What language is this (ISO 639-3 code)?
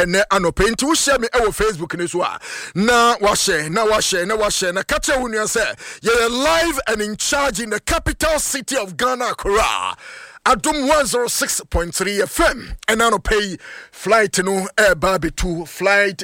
aka